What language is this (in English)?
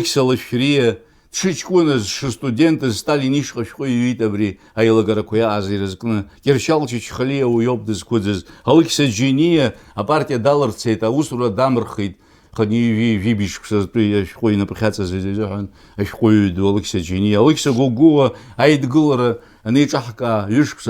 Abkhazian